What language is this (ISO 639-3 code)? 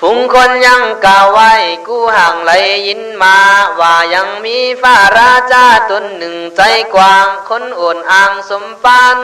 kkh